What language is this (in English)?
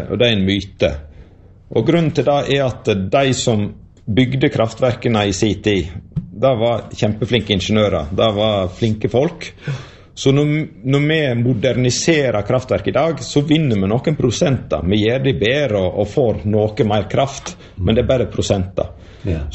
Norwegian